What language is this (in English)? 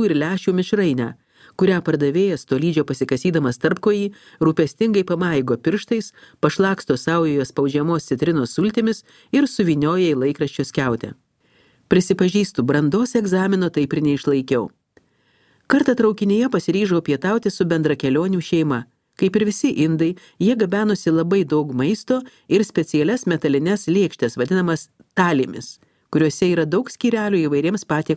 Lithuanian